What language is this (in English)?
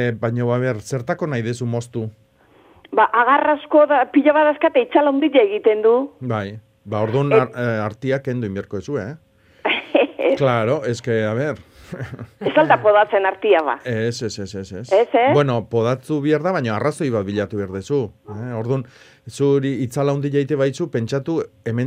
Basque